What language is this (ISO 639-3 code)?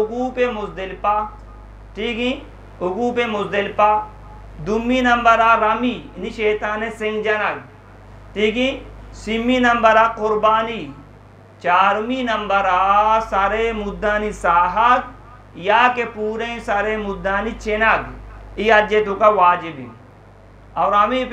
bgp